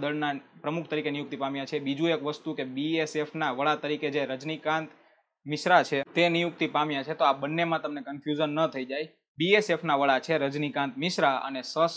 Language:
Gujarati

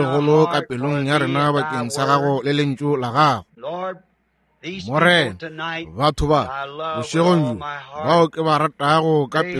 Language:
Northern Sotho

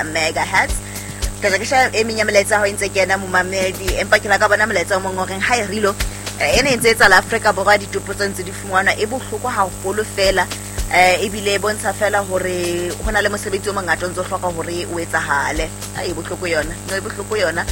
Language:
Southern Sotho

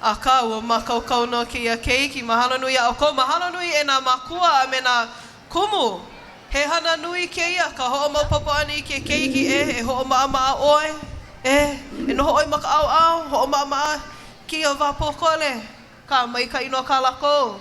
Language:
Hawaiian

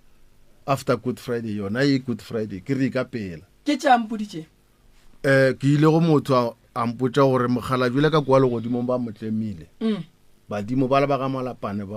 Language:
Northern Sotho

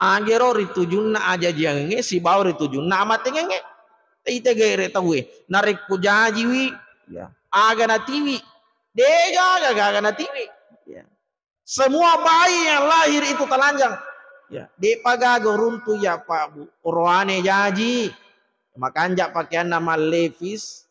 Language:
Buginese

